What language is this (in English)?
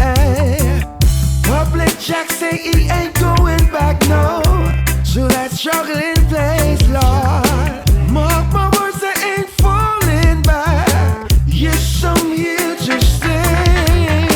Jamaican Creole English